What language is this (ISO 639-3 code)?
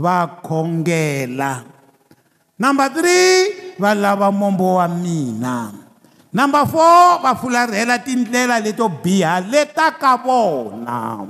tso